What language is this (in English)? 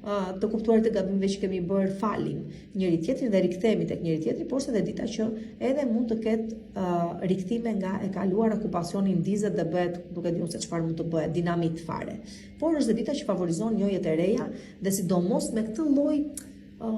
Albanian